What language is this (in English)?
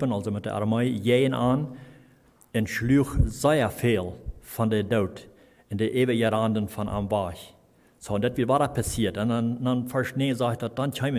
Plautdietsch